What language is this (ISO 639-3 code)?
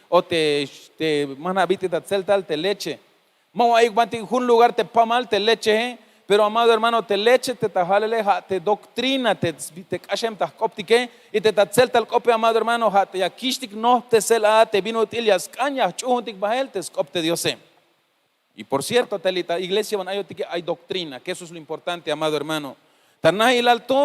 tzh